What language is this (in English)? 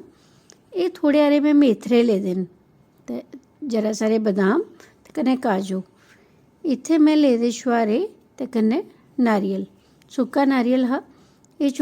Dogri